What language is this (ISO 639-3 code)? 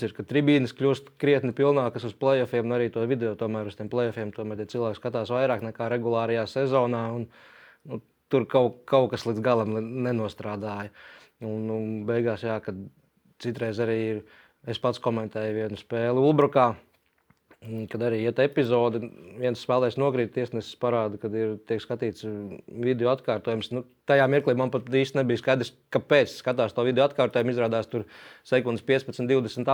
lav